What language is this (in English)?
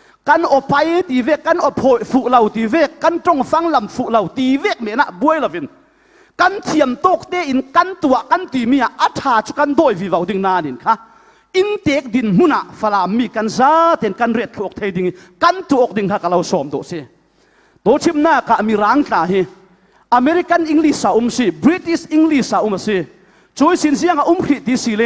Falam Chin